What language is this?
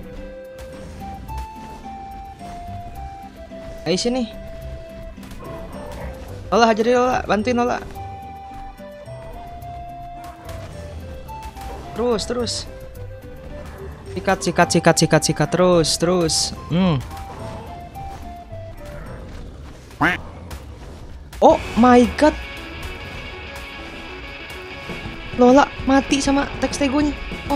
Indonesian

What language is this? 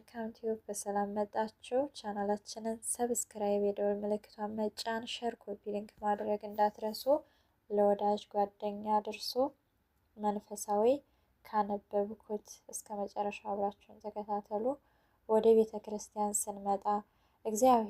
Amharic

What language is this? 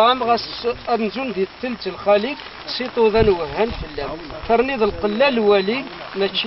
Kabyle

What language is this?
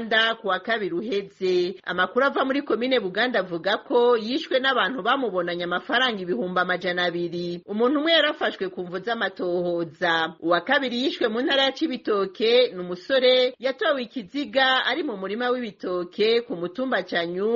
Rundi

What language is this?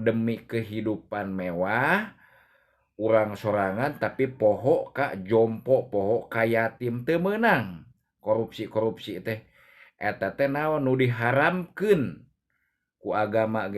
Sundanese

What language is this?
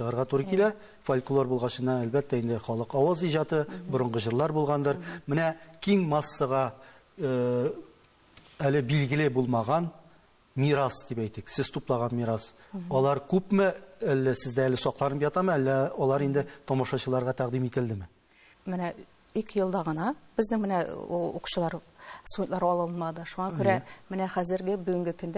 Tatar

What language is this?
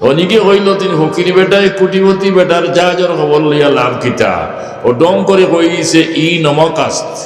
Sylheti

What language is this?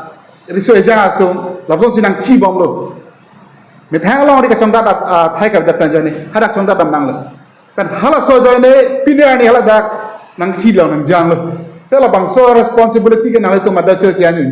Karbi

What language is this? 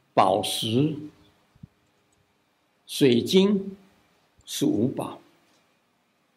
Chinese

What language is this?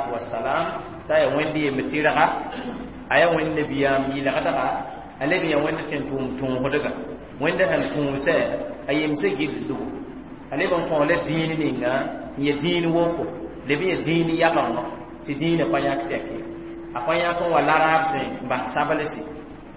Mossi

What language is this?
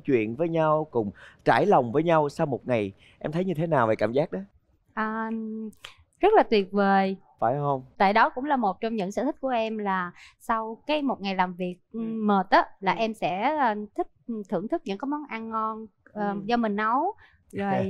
Vietnamese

